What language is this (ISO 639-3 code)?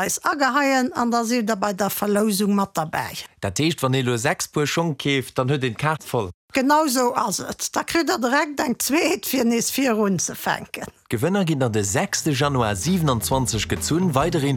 ltz